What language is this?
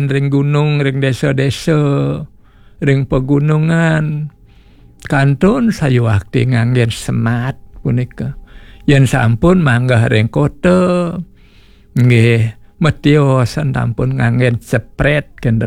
Balinese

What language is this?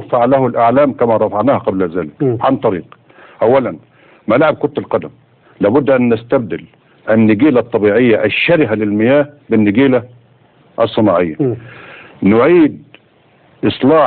Egyptian Arabic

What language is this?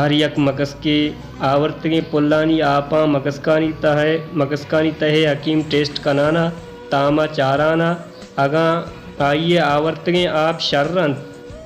Baluchi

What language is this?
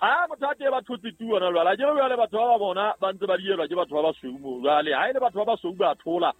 Southern Sotho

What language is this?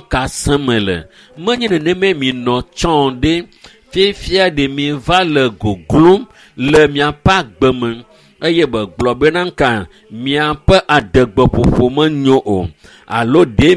Ewe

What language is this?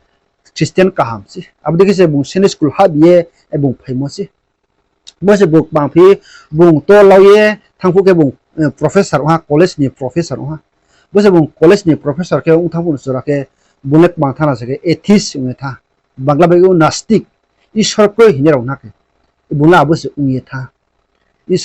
Riang (India)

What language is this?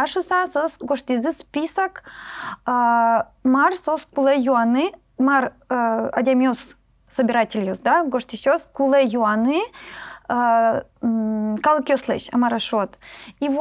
Udmurt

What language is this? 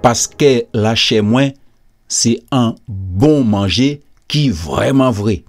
Guadeloupean Creole French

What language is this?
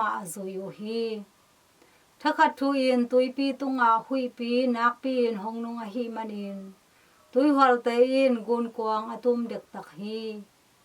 Tedim Chin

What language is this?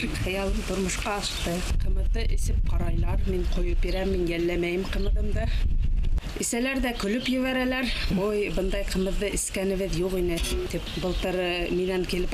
Bashkir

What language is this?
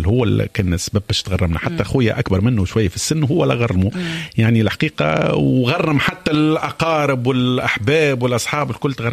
Tunisian Arabic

